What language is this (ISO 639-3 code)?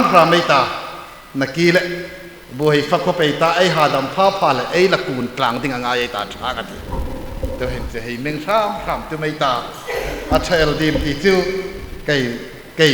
hmr